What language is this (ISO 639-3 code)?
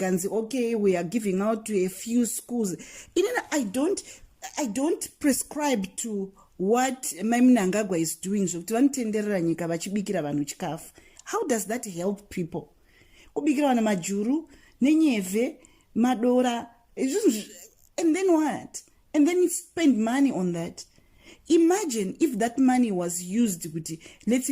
sna